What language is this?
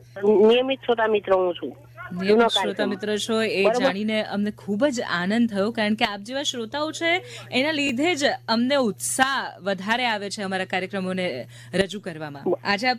Gujarati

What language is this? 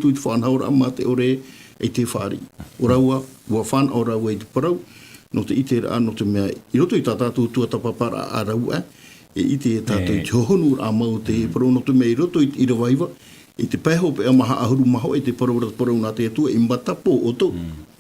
Tahitian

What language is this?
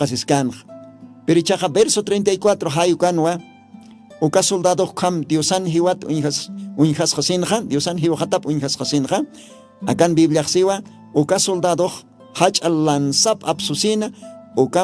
Aymara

